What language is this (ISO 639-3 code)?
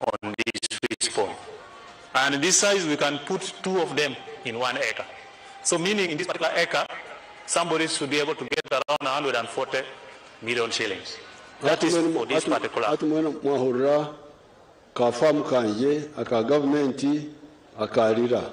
nyn